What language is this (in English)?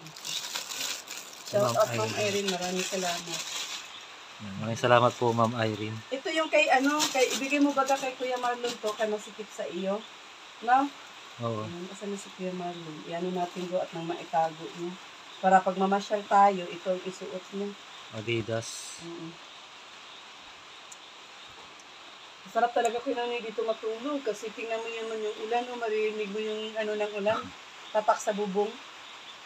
Filipino